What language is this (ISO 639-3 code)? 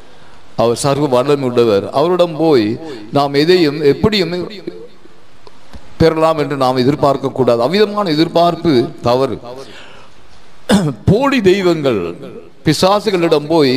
tam